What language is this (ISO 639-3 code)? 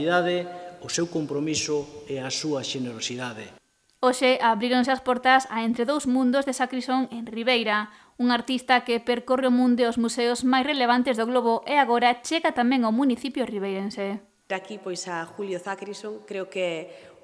glg